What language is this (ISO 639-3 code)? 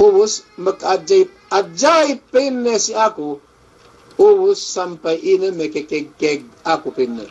yka